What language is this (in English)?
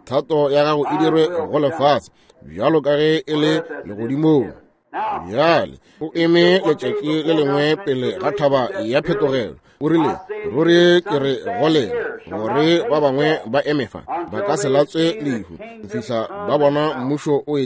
Northern Sotho